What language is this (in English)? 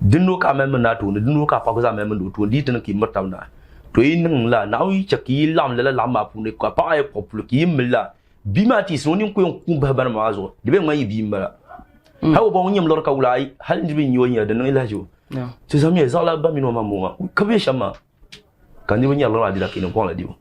Dagbani